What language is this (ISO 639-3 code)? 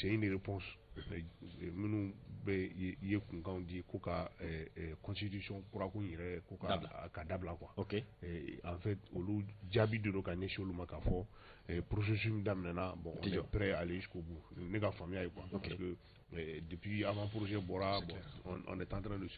bam